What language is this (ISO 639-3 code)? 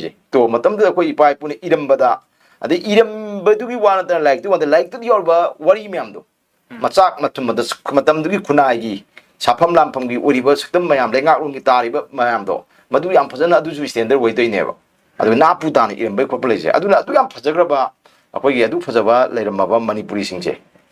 mni